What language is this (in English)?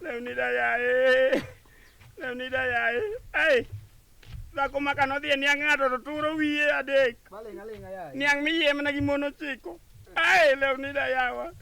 Luo (Kenya and Tanzania)